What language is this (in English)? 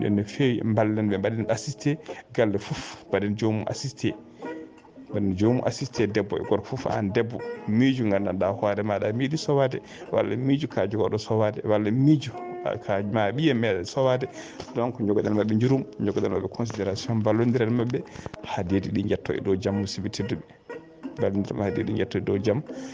Fula